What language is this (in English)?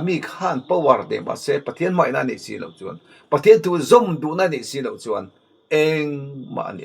Mizo